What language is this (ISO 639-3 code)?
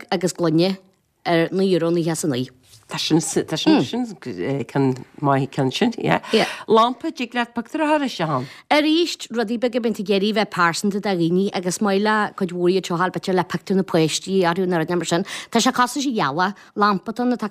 gle